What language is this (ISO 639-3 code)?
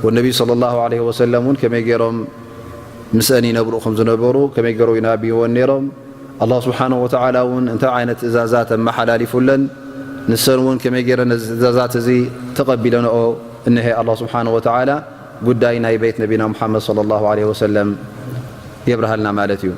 tir